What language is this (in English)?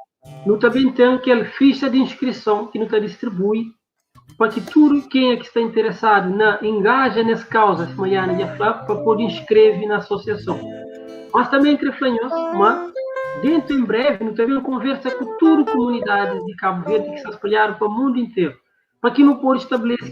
Kabuverdianu